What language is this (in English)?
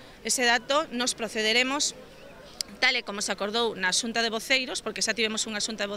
Galician